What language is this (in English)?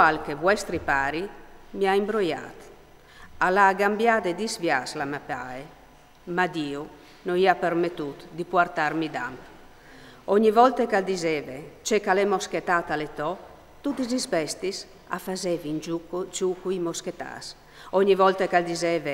Friulian